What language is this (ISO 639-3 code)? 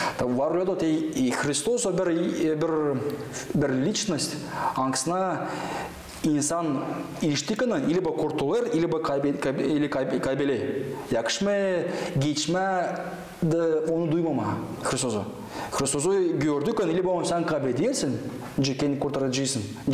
gag